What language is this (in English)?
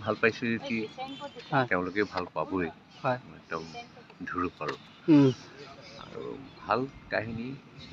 Assamese